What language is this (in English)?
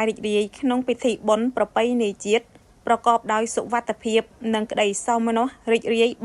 Khmer